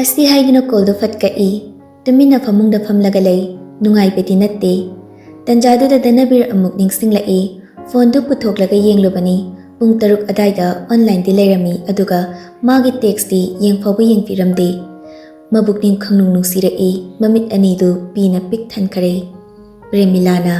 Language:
Manipuri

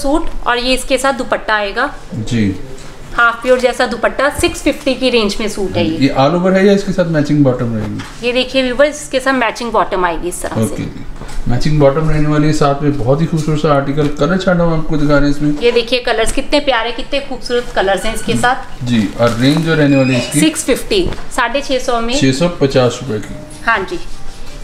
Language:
Hindi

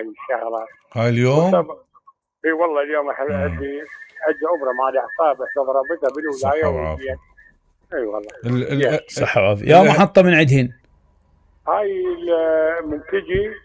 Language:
Mesopotamian Arabic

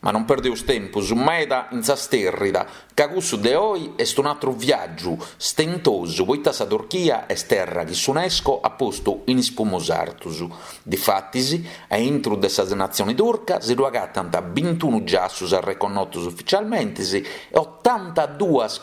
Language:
Sardinian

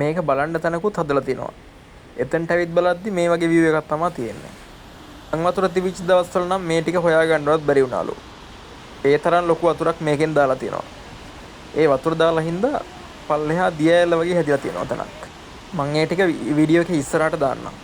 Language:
Sinhala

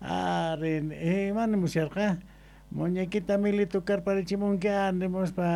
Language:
South Bolivian Quechua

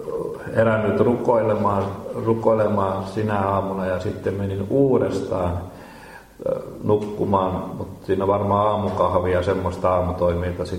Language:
Finnish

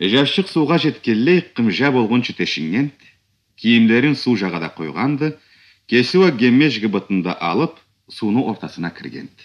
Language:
Karachay-Balkar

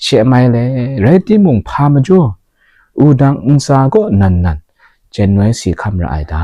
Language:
Kachin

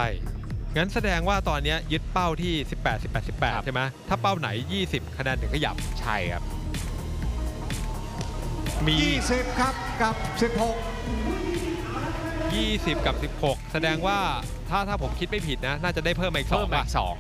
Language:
Thai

